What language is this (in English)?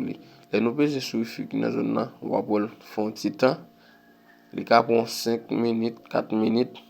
Haitian Creole